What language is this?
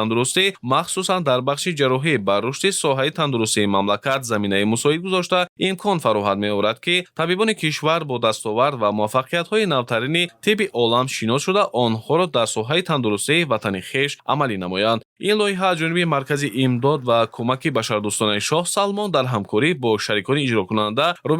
Tajik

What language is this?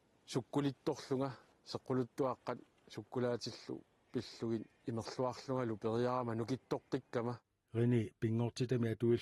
Kalaallisut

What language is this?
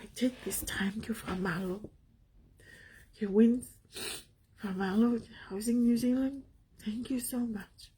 Tongan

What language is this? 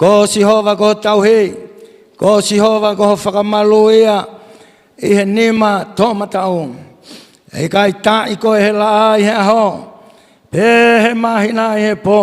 Tongan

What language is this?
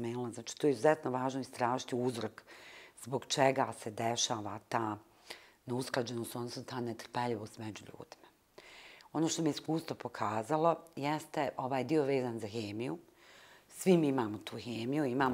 Bosnian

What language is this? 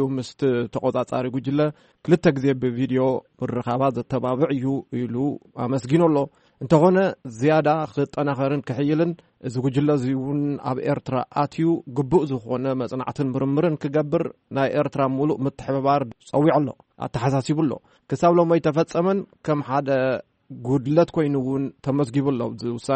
Tigrinya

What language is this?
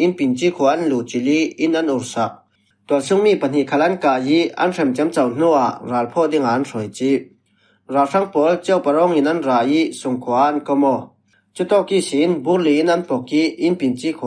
Falam Chin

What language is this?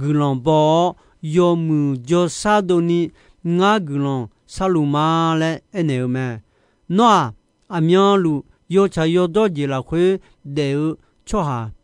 Akha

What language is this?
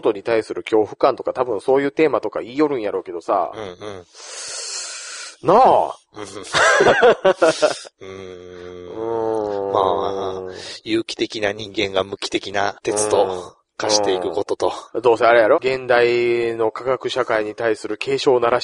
Japanese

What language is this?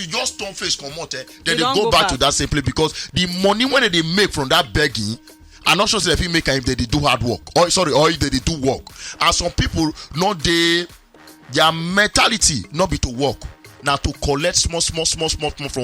Nigerian Pidgin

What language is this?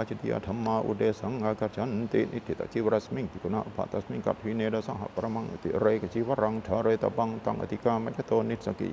Pali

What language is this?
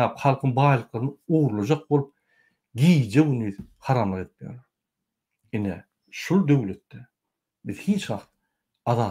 Turkmen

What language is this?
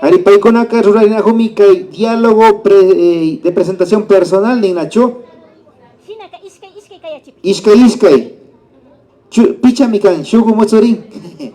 Imbabura Highland Quichua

